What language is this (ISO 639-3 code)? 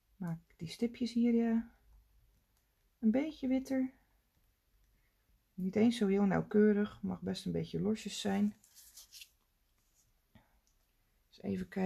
nld